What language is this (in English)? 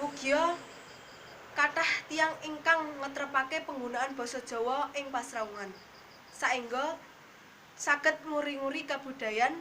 Javanese